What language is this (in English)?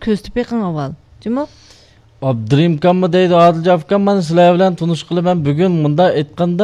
Uyghur